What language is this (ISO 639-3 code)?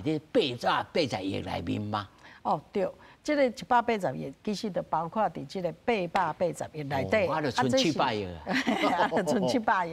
nan